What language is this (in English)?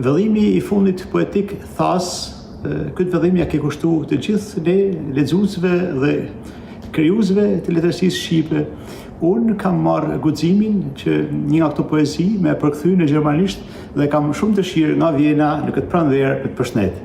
Albanian